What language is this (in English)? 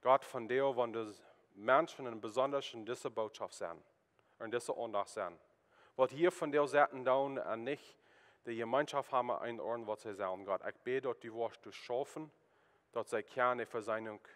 Plautdietsch